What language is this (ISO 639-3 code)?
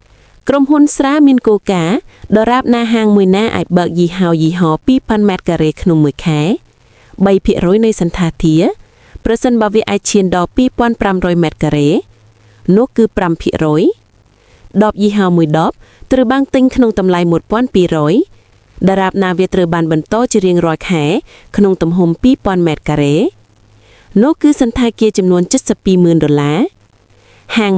khm